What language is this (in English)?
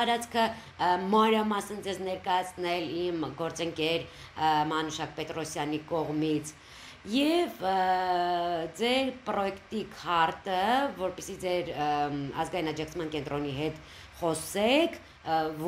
Armenian